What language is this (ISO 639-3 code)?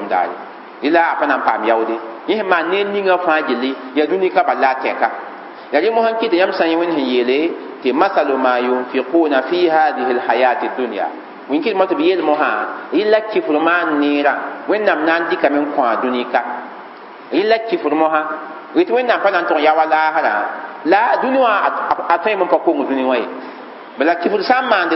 mos